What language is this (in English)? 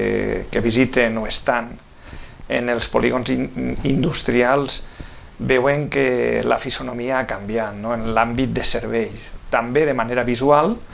Catalan